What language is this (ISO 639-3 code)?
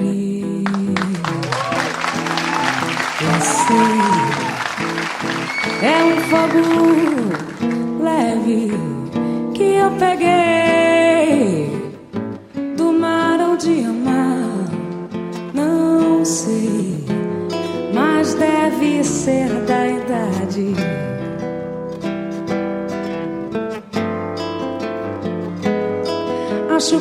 por